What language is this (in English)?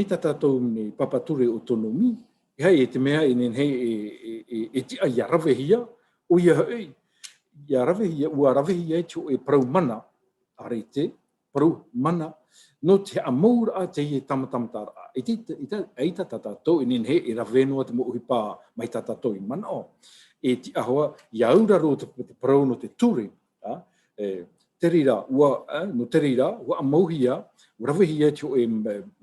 Tahitian